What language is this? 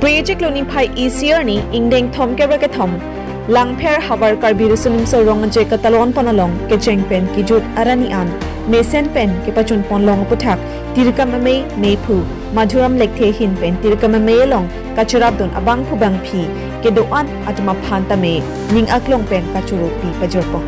Karbi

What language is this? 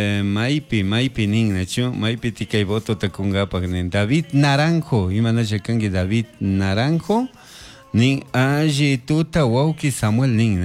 Chimborazo Highland Quichua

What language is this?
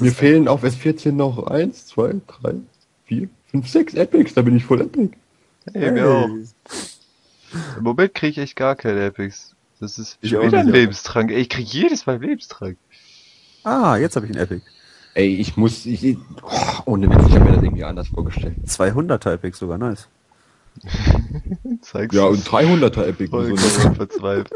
German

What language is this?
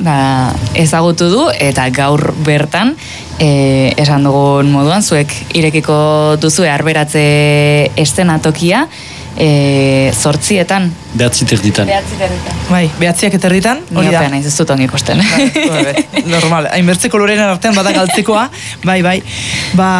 Basque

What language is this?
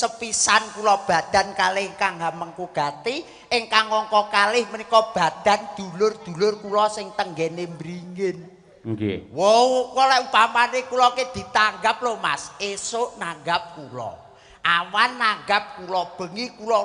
Javanese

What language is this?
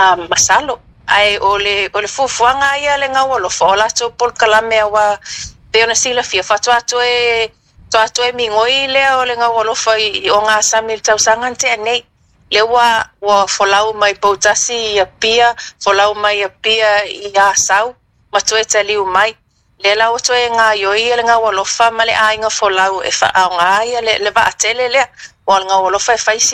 Samoan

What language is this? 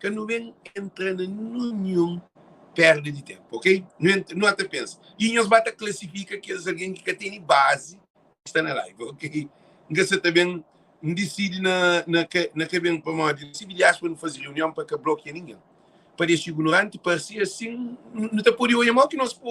Kabuverdianu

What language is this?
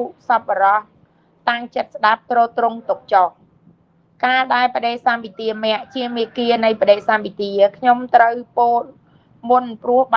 Khmer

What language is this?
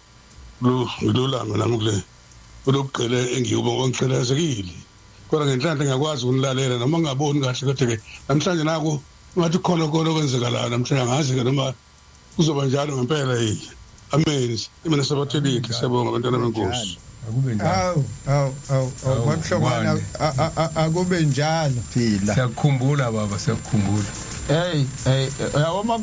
Zulu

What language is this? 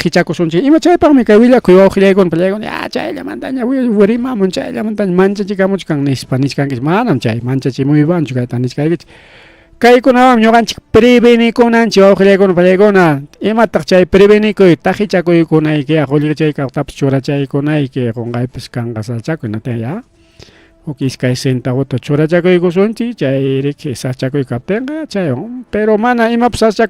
Ayacucho Quechua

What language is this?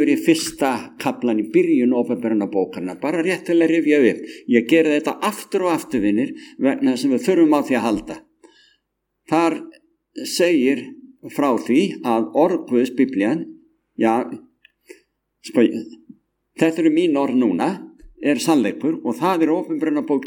Icelandic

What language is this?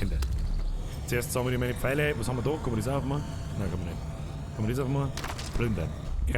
Bavarian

